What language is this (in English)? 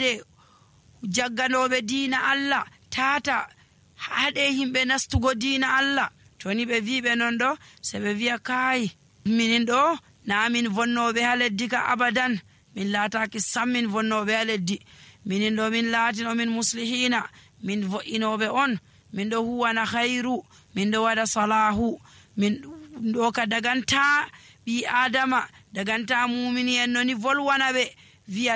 Nigerian Fulfulde